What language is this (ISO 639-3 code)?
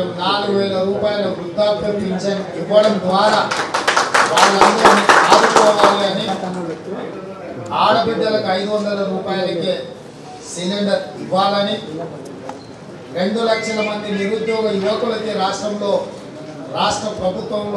tel